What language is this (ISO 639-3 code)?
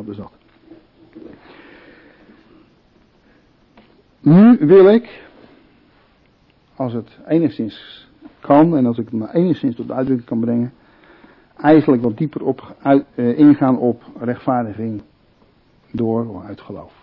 nld